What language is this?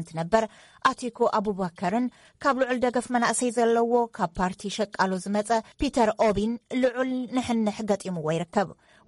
Tigrinya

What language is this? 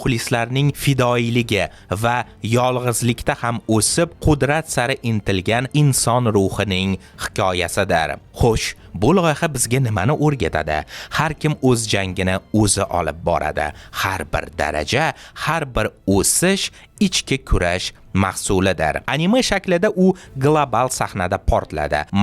Uzbek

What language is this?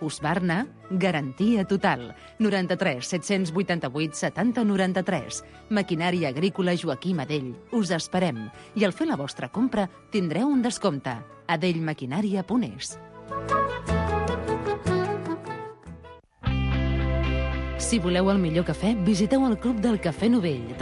Catalan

